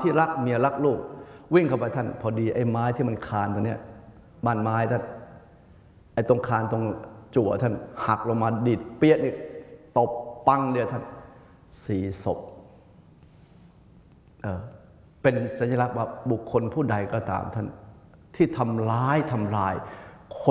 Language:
Thai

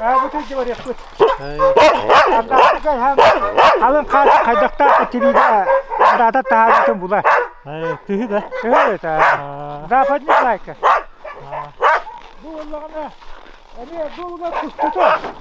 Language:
Yakut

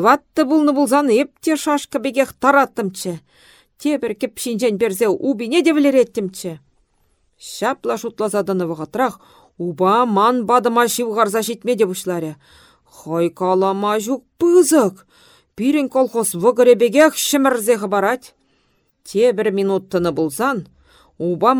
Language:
Chuvash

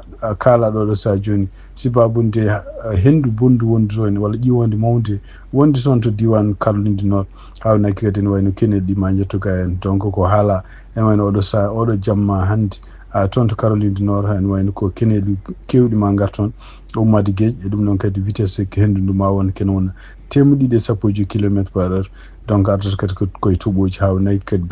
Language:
Fula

